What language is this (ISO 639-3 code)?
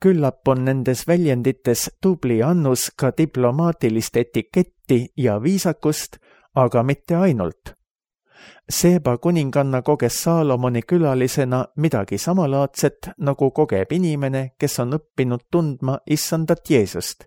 est